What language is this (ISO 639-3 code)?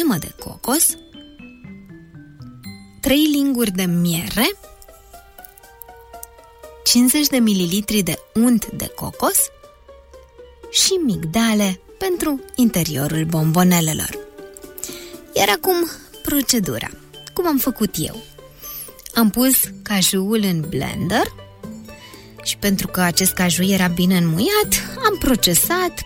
ron